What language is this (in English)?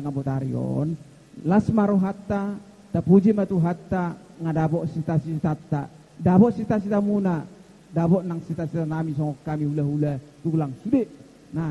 Batak Toba